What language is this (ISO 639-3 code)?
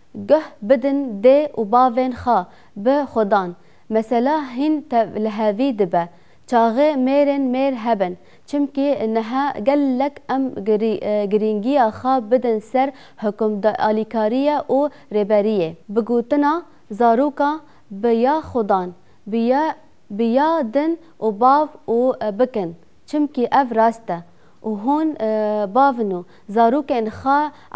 kur